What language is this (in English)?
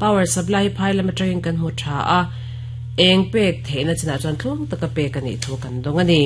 Mizo